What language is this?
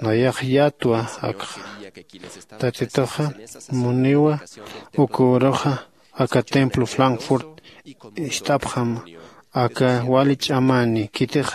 Aymara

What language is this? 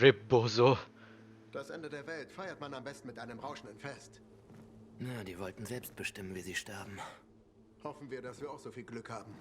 Swiss German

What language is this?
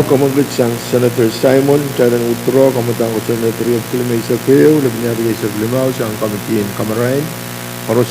Pohnpeian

